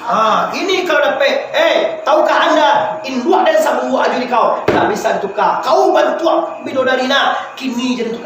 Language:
Minangkabau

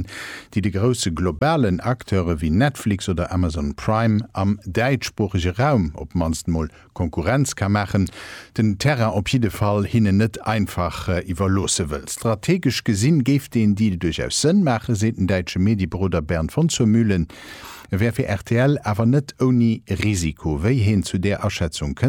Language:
Luxembourgish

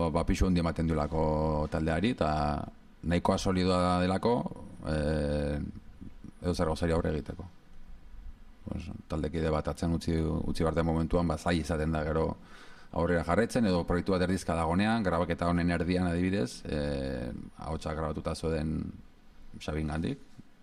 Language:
Basque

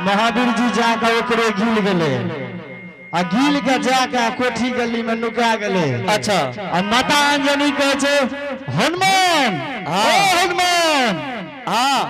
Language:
Angika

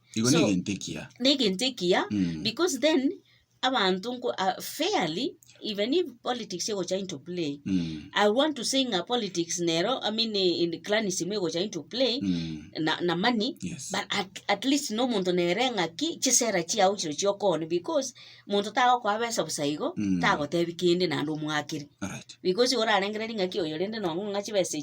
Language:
Gusii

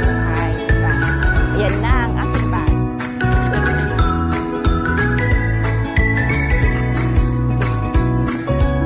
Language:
Filipino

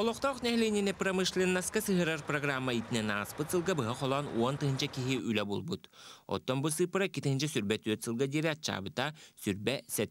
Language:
Yakut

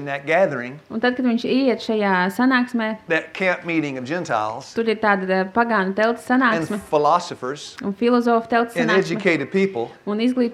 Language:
Latvian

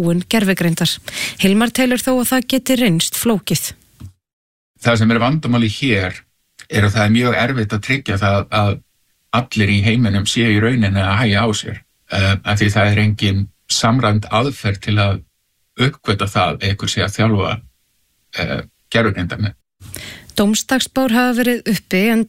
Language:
Icelandic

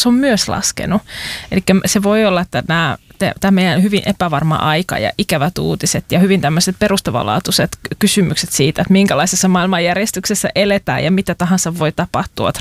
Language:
Finnish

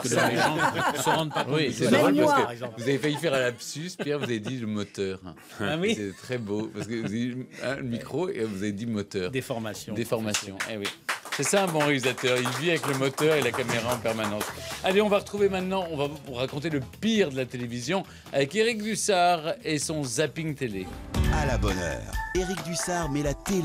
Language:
French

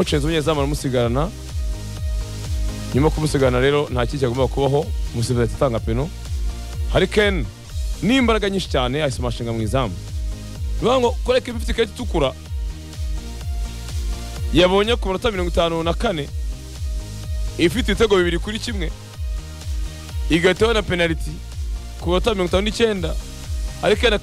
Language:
Kinyarwanda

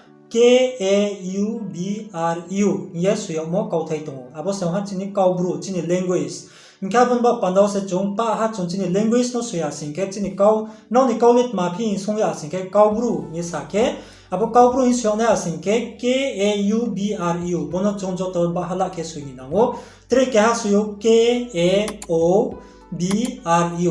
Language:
Riang (India)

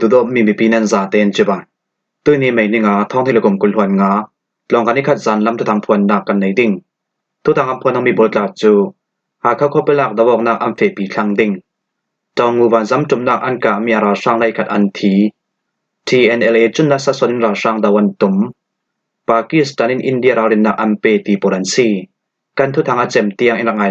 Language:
Falam Chin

